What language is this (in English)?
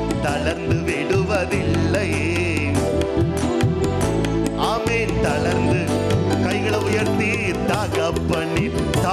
Tamil